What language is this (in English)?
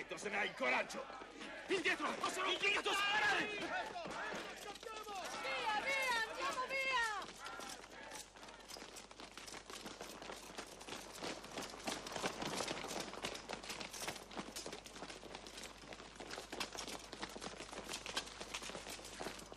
Italian